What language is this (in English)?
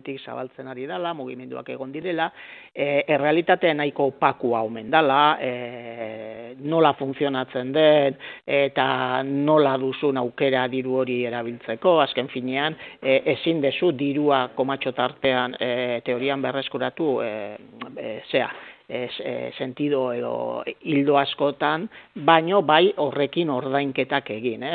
Basque